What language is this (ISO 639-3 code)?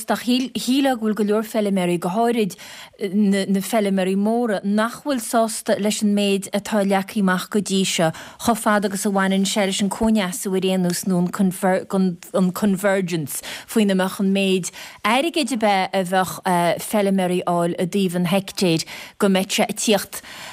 gle